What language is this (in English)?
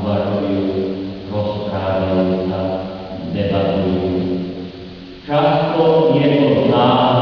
Slovak